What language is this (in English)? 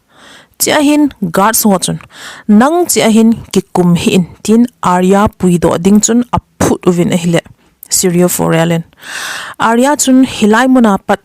Thado Chin